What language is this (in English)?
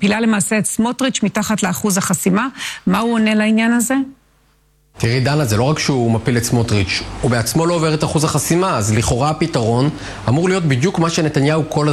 Hebrew